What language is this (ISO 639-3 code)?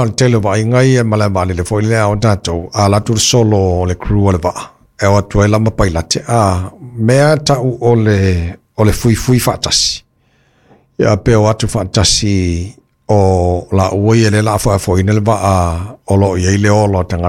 smo